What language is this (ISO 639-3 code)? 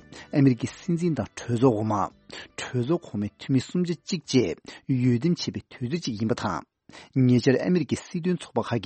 bod